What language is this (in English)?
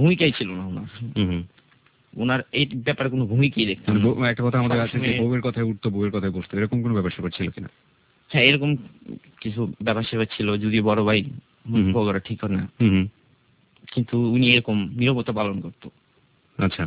Bangla